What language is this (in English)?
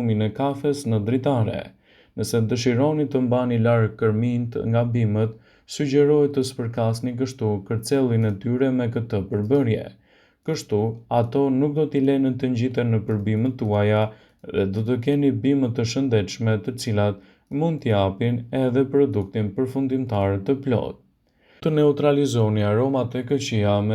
Albanian